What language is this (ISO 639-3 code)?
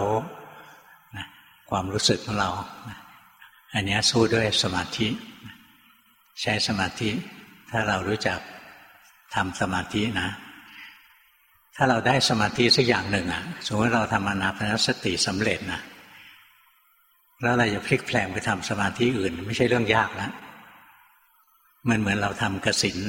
tha